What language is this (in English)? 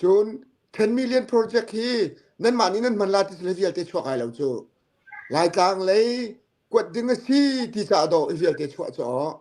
Hakha Chin